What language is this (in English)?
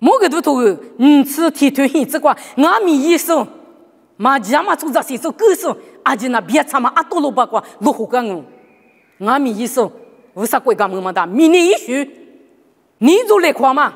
Lisu